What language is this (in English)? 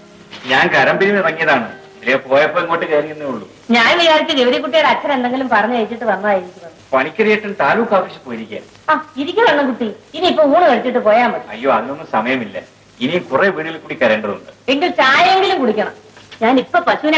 Malayalam